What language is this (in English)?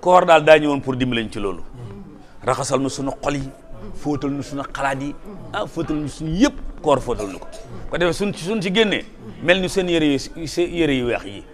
Wolof